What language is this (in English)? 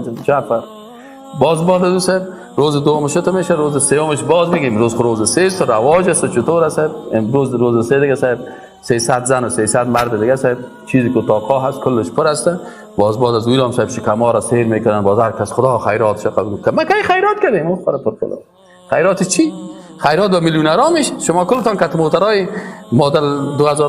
Persian